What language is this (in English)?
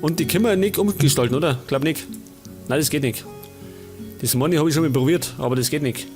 Bavarian